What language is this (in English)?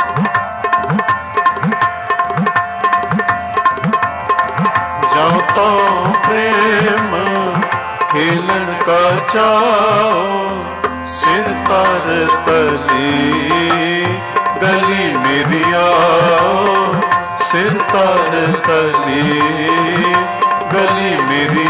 Punjabi